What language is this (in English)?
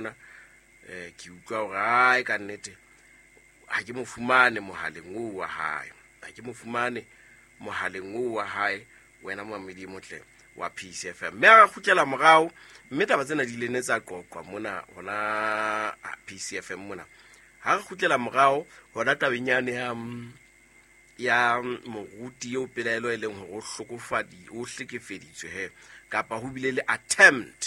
Southern Sotho